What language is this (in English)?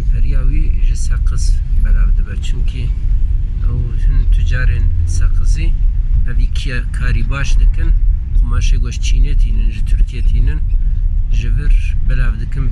Kurdish